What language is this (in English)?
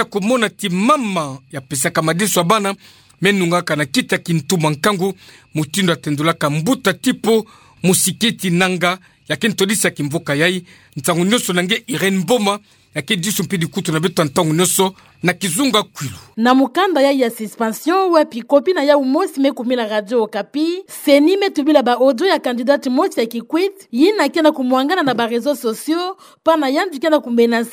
Kituba (Democratic Republic of Congo)